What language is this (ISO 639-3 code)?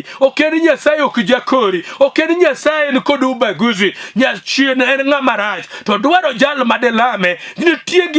luo